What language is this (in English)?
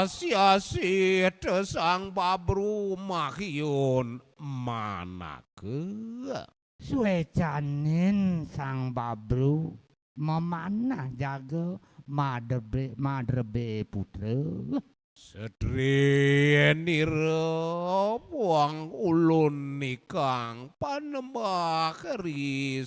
Balinese